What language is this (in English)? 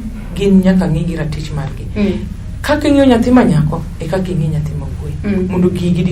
Luo (Kenya and Tanzania)